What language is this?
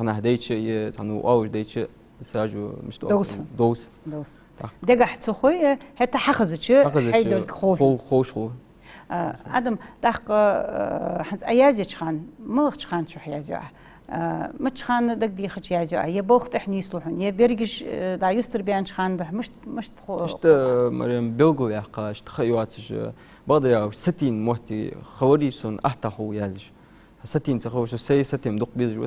Ingush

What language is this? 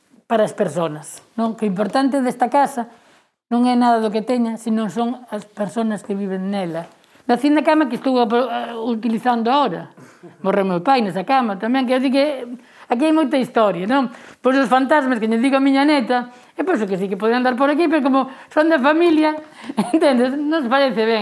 Galician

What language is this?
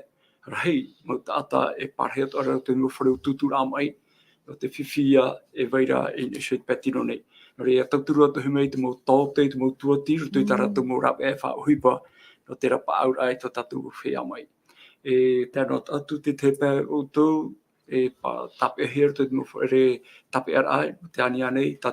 Tahitian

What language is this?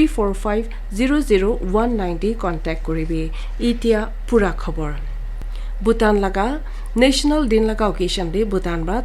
Naga Pidgin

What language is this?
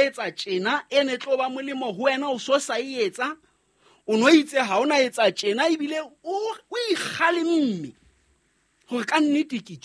Southern Sotho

